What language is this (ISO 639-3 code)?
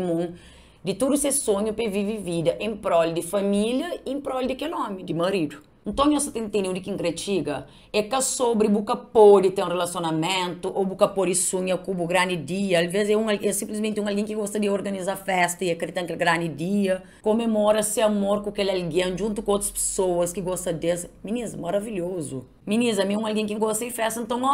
kea